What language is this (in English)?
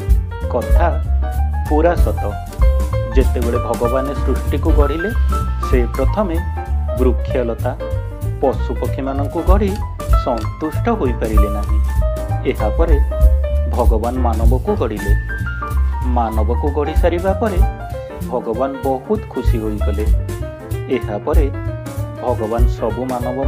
Odia